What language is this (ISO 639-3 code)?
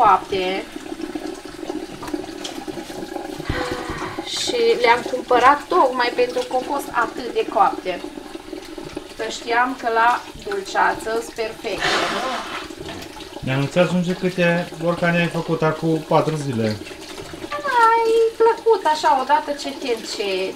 ron